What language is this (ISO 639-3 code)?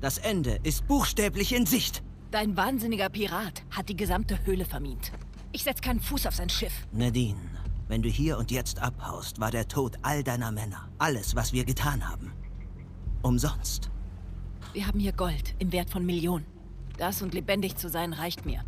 bar